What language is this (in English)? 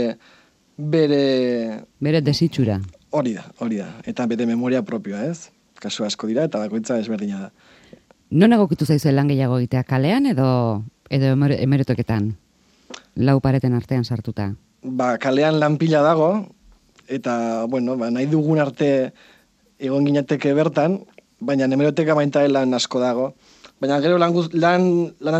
Basque